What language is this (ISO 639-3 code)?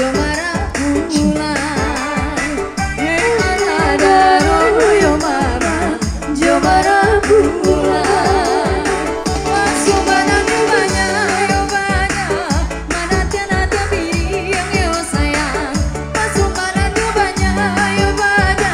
min